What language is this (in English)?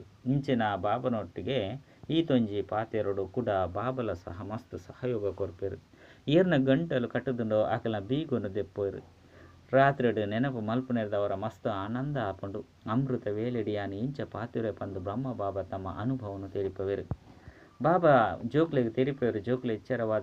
Tulu